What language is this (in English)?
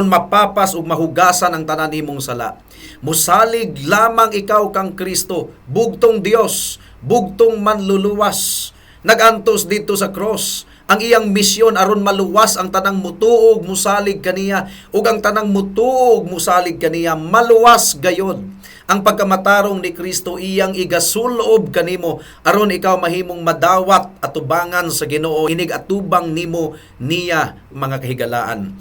Cebuano